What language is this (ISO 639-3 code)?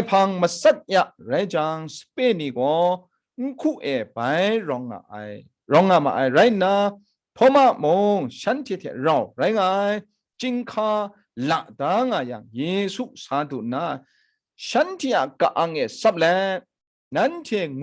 kac